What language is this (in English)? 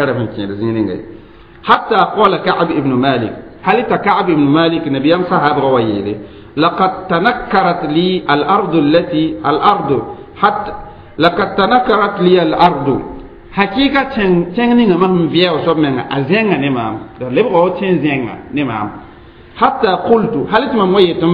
Mossi